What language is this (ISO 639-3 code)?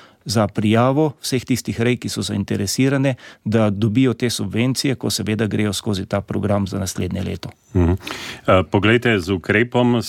slv